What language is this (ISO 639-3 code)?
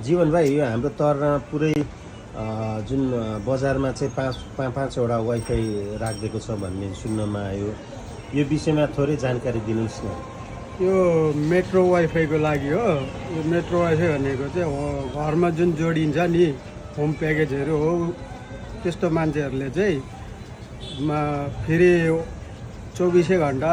nep